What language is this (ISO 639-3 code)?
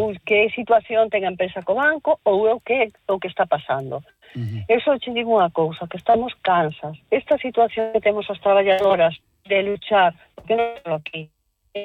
glg